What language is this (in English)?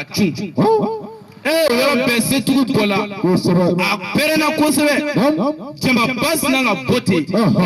Bambara